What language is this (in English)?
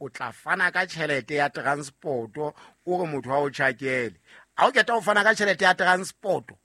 Southern Sotho